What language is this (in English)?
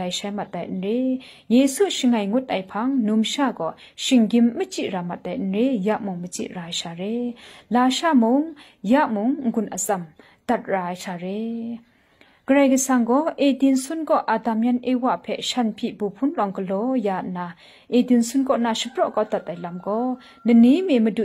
Kachin